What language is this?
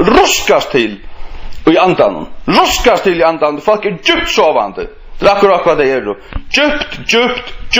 Faroese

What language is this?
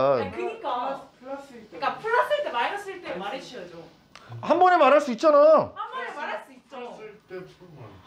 Korean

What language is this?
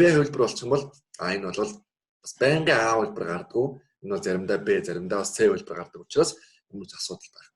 Mongolian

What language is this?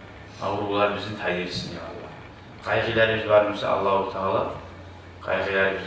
Kumyk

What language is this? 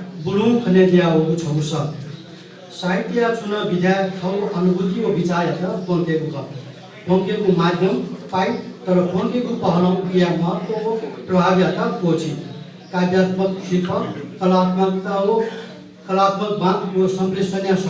Newari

